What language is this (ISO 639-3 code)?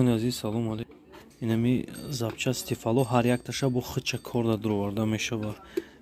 tgk